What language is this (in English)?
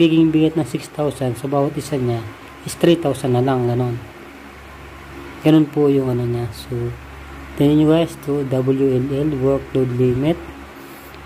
Filipino